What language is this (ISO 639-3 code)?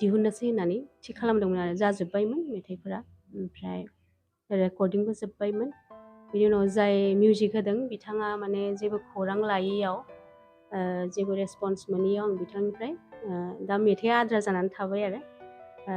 brx